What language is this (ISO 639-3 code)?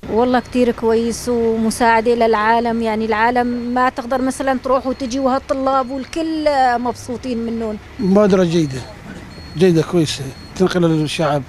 kur